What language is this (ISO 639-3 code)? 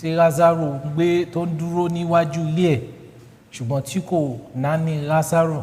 yor